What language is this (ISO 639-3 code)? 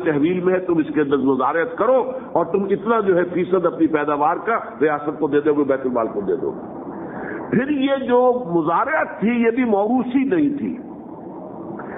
urd